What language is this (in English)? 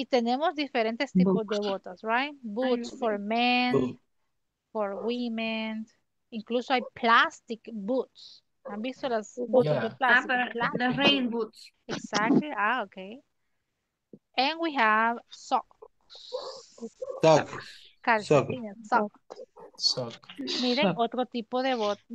Spanish